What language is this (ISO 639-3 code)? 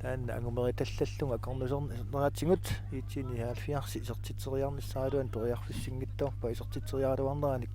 kal